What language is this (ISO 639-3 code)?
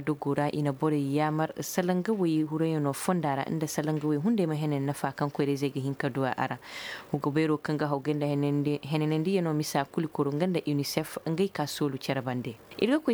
dje